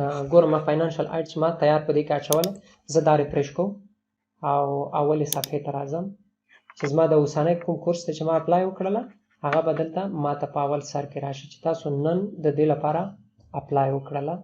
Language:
Pashto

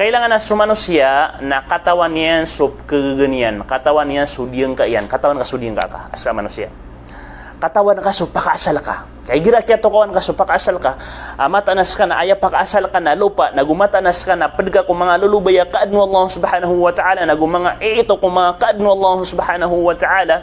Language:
Maranao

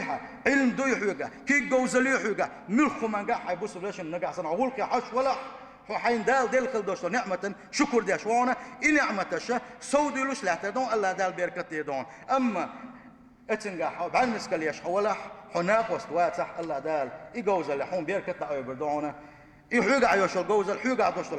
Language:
Chechen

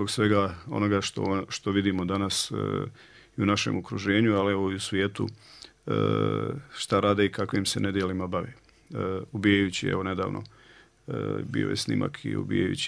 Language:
Bosnian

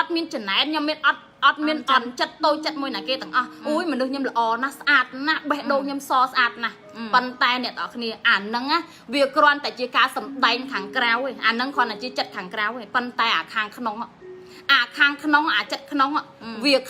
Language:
Khmer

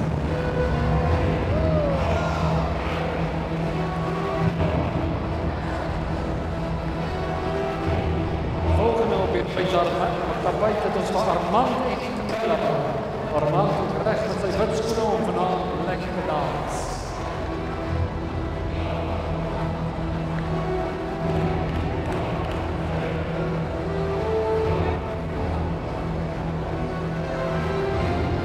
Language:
Afrikaans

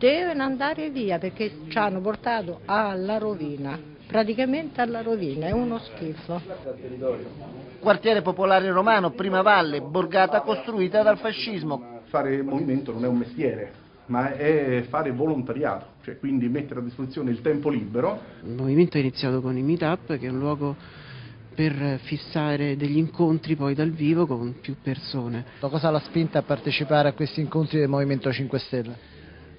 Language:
Italian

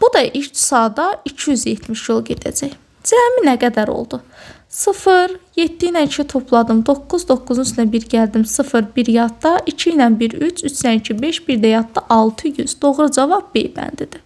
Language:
Azerbaijani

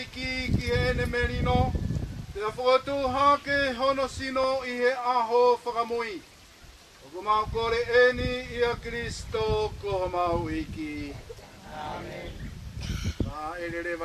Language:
Tongan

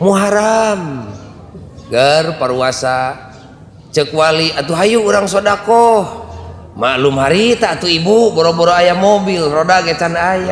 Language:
Sundanese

